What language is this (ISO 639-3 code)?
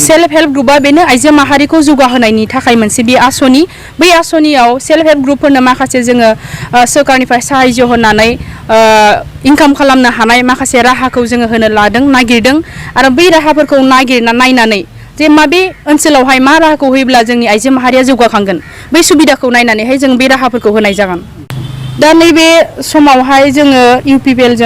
brx